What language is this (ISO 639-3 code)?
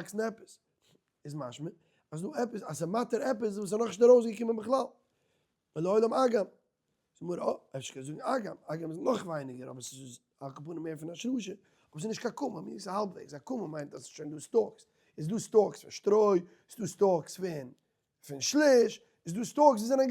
yid